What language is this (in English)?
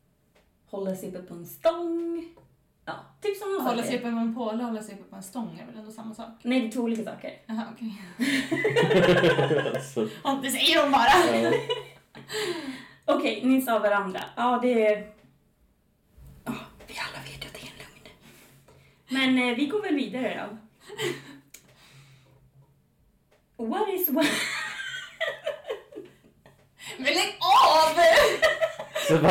Swedish